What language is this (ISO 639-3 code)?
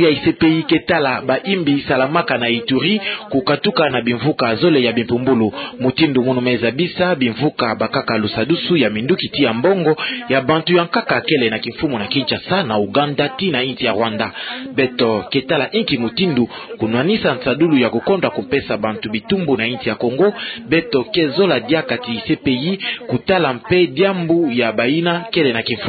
ktu